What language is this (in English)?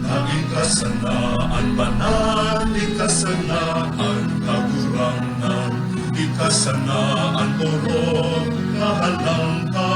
Bikol